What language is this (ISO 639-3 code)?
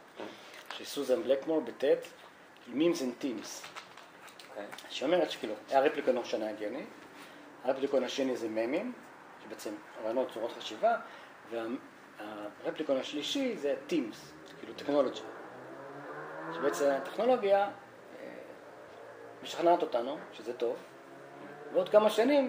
heb